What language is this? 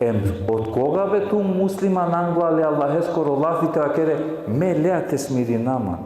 Balkan Romani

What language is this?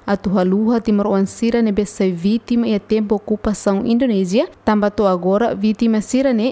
Tetum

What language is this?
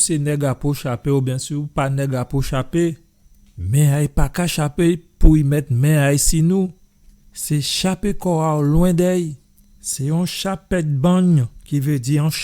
Guadeloupean Creole French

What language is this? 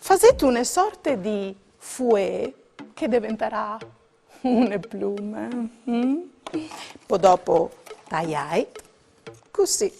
Friulian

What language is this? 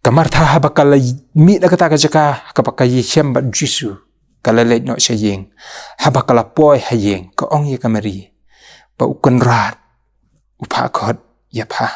Khasi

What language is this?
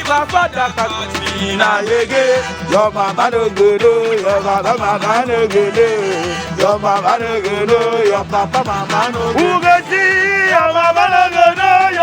Nigerian Pidgin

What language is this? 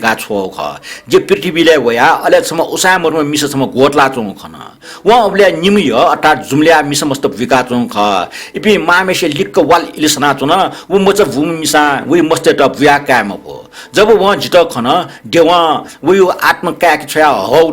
Newari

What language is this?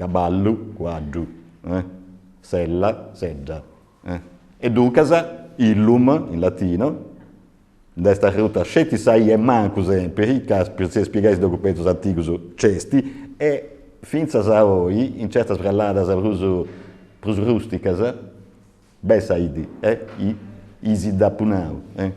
Sardinian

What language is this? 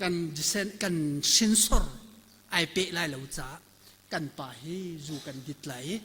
Hakha Chin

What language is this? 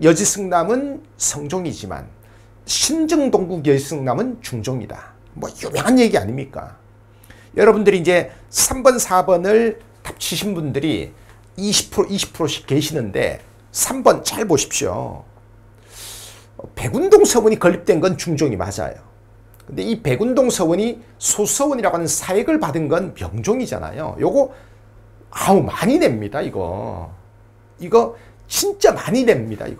Korean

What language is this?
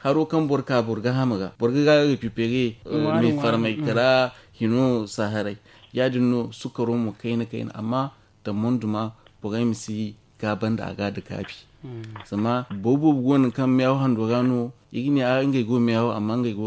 Zarma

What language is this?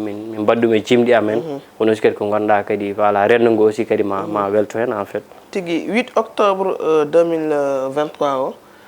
Fula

